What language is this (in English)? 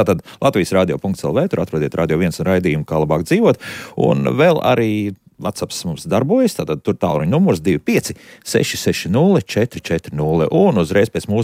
Latvian